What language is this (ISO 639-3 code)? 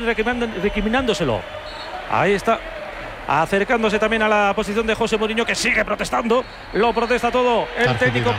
spa